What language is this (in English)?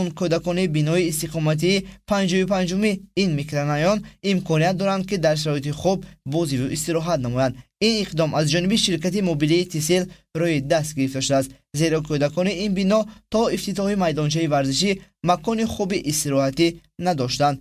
Tajik